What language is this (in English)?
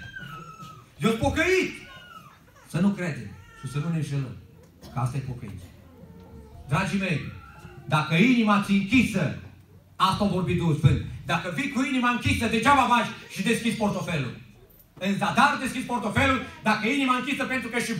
Romanian